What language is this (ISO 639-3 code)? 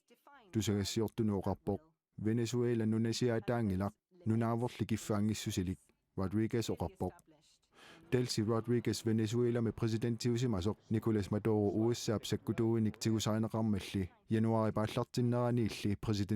kal